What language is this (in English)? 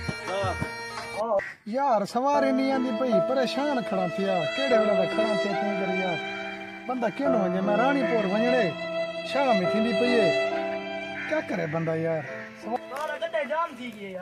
Saraiki